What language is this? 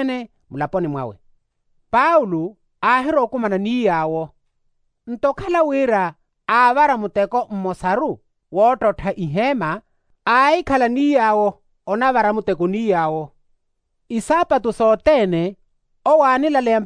Makhuwa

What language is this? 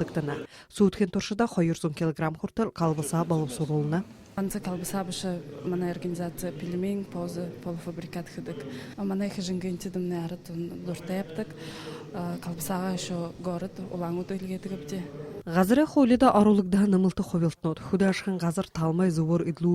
Buriat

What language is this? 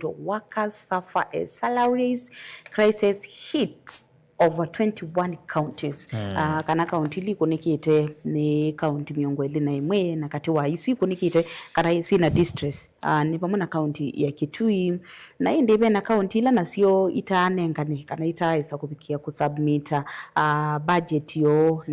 Kamba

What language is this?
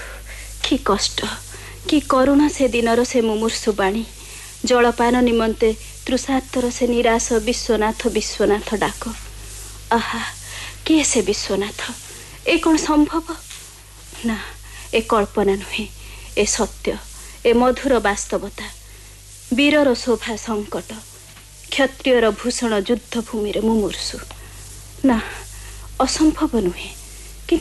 Odia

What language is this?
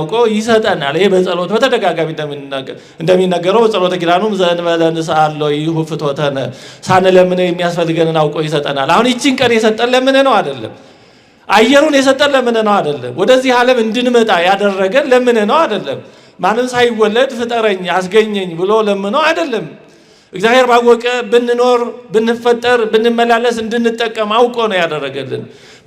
Amharic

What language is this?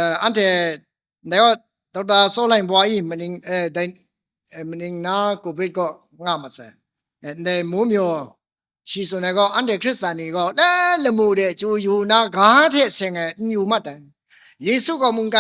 Kachin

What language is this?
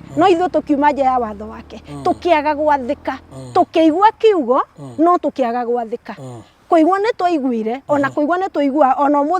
Kikuyu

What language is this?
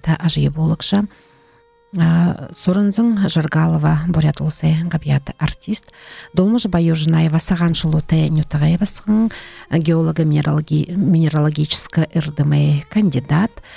Buriat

